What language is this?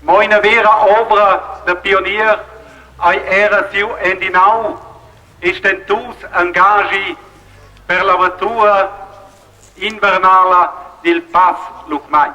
Romansh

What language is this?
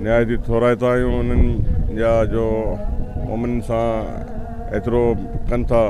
Sindhi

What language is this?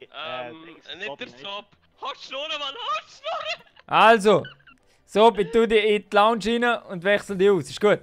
Swiss German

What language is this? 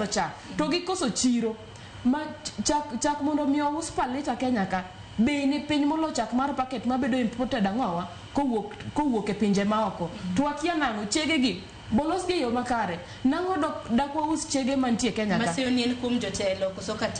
Luo (Kenya and Tanzania)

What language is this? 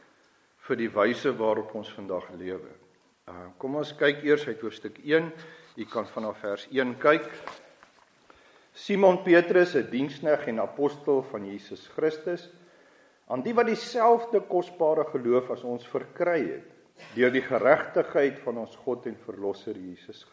Afrikaans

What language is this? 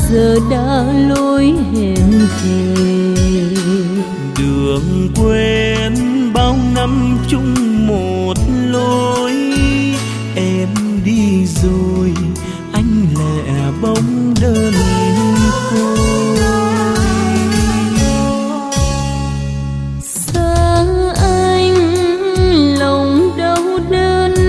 Vietnamese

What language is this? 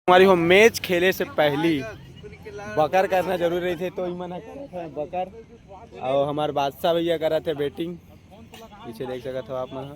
Chhattisgarhi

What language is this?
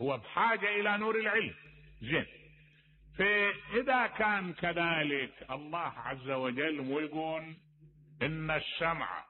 Mesopotamian Arabic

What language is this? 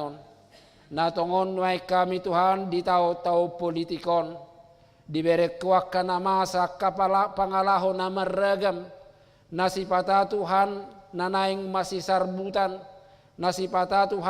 Batak Toba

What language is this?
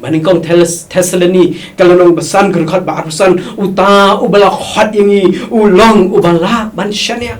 Khasi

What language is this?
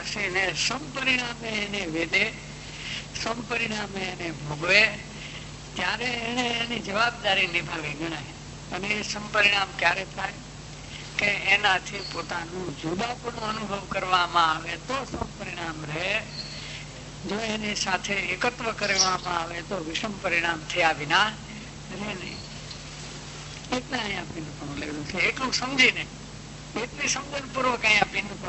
Gujarati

